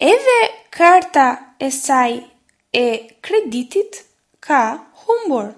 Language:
Albanian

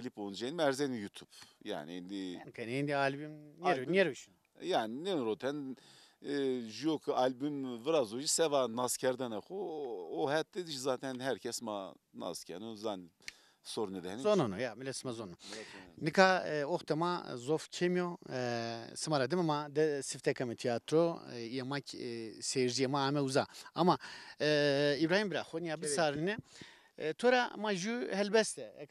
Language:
Zaza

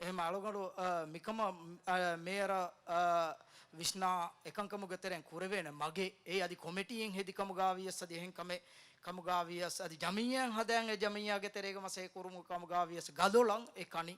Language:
Divehi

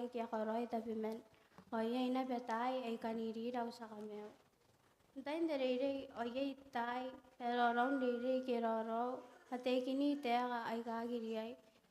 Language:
Gilbertese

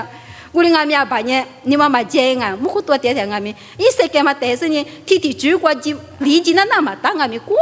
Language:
Lisu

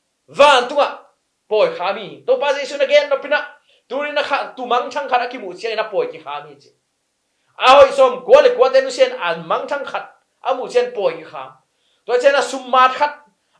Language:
Tedim Chin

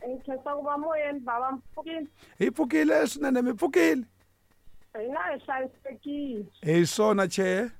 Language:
Tsonga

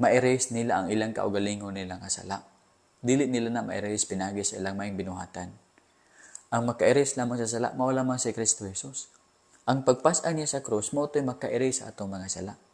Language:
Cebuano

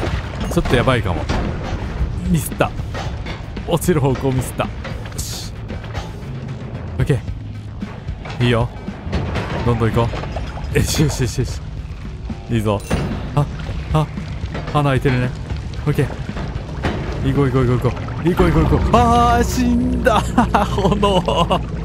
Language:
Japanese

